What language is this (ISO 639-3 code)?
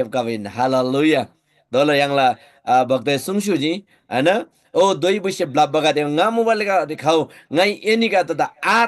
taj